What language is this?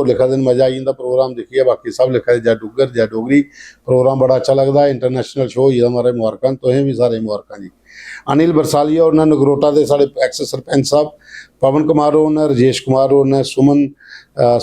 Dogri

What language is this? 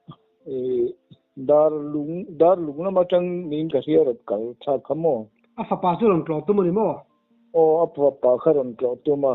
Mizo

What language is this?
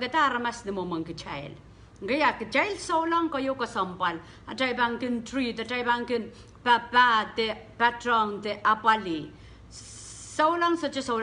Pohnpeian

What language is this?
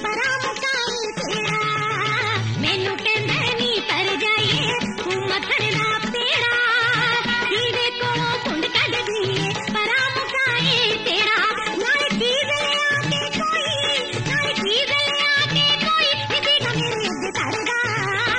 Punjabi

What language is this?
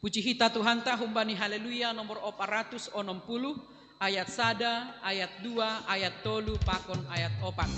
Batak Simalungun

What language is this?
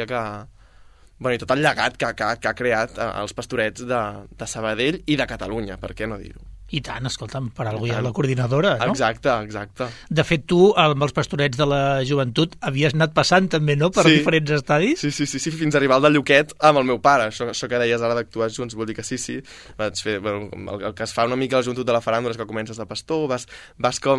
Catalan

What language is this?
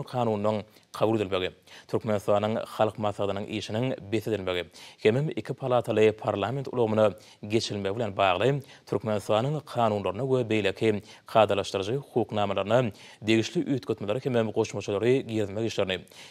Turkmen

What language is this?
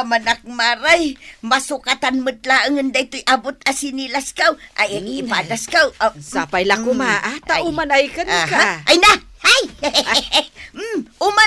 Iloko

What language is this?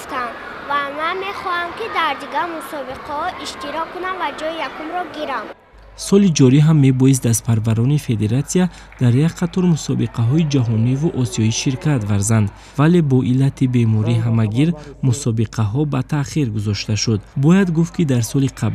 Tajik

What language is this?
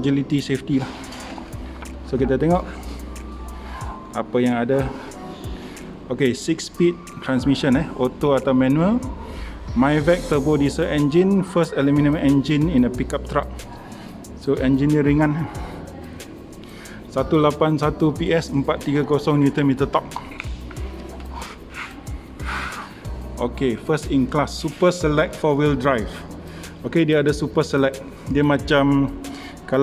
Malay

